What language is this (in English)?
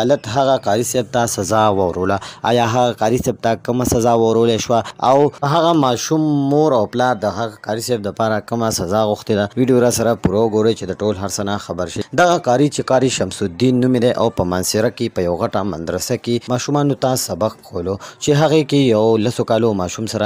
Pashto